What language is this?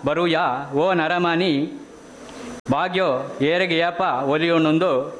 Tulu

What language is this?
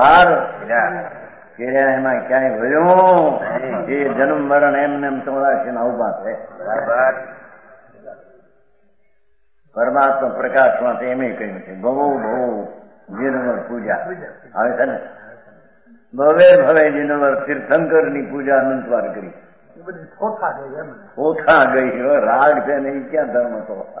Gujarati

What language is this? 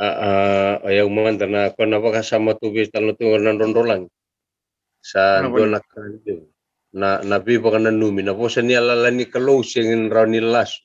Fijian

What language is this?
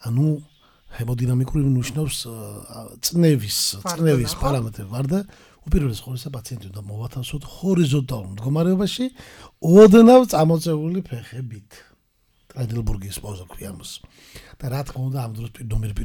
Georgian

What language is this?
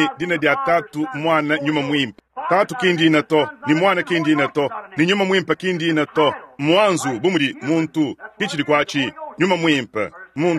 Luba-Lulua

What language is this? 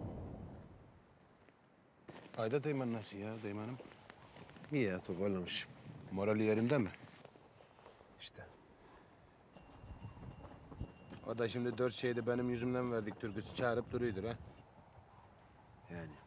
Turkish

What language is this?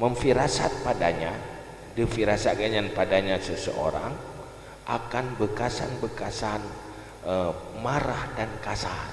Achinese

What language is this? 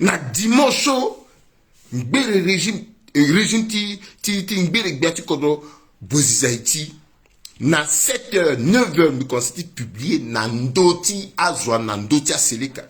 Sango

